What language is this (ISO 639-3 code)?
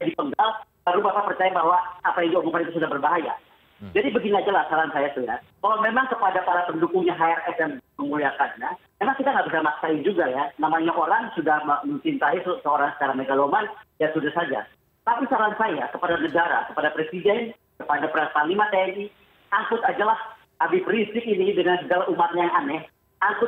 ind